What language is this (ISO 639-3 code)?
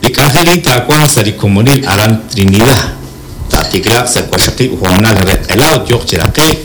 kek